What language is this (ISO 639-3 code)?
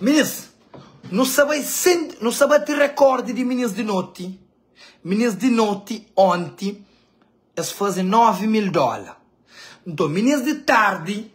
kea